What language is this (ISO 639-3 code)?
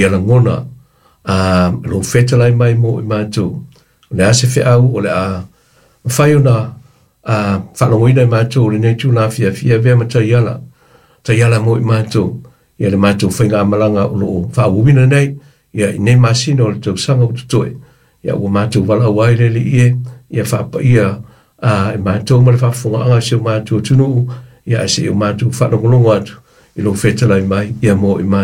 smo